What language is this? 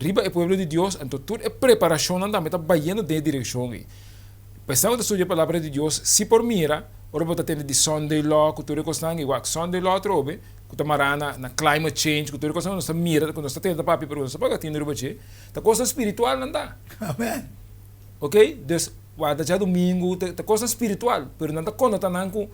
Papiamento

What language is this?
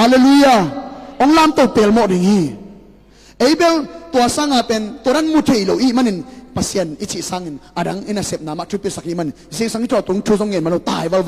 Tedim Chin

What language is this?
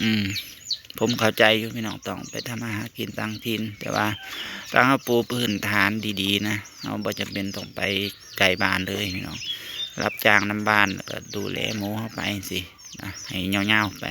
Northeastern Thai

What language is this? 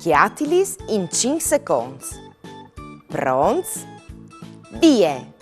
Friulian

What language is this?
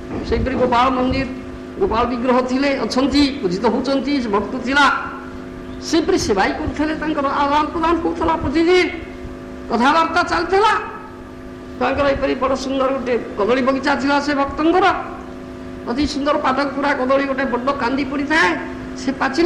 Odia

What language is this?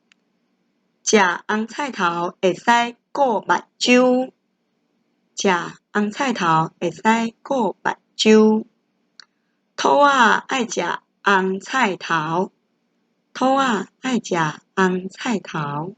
Min Nan Chinese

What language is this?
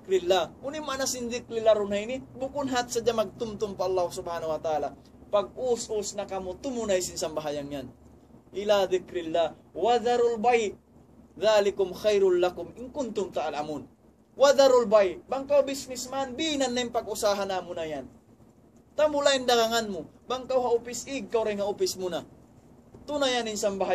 Tausug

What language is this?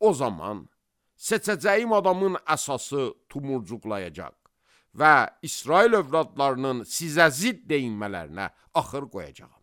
Azerbaijani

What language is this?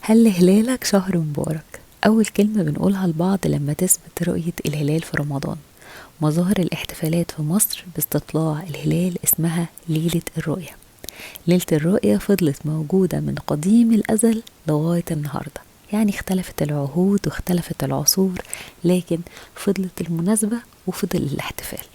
Egyptian Arabic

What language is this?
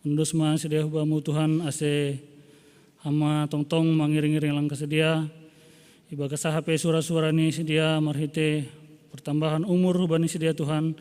Batak Simalungun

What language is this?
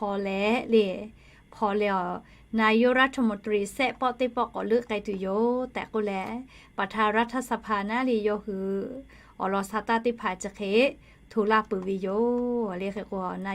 Lahu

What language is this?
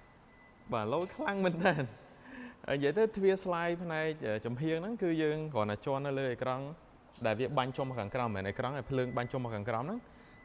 Khmer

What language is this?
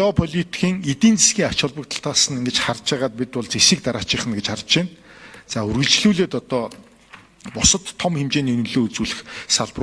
Mongolian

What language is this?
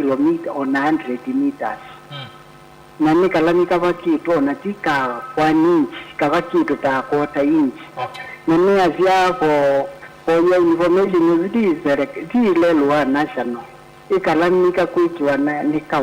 Kamba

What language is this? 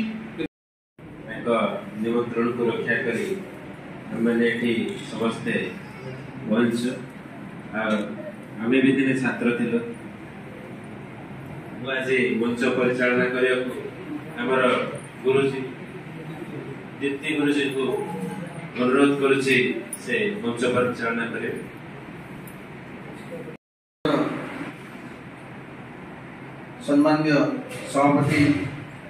Odia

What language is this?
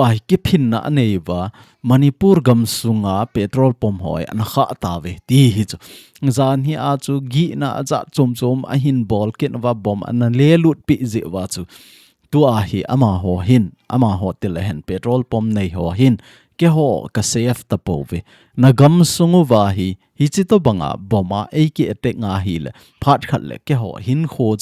Thado Chin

